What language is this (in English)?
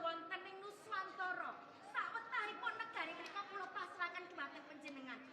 Javanese